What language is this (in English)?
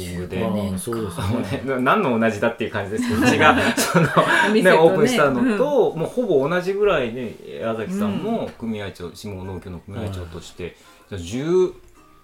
Japanese